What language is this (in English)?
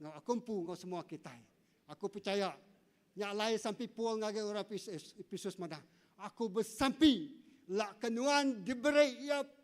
Iban